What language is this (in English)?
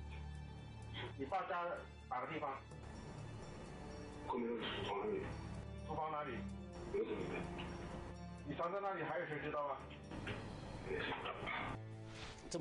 Chinese